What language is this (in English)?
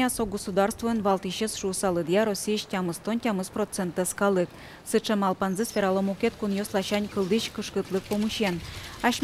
Udmurt